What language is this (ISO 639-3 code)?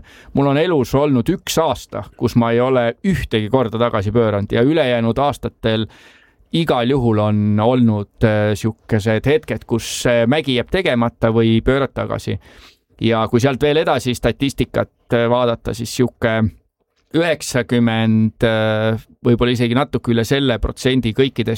est